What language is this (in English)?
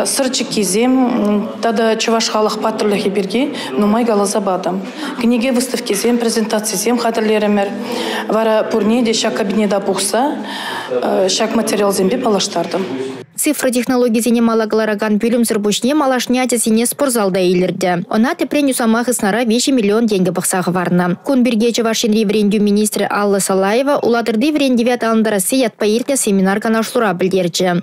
Chuvash